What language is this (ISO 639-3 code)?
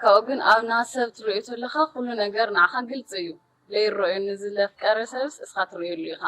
tir